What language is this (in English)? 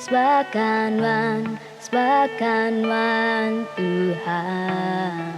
Iban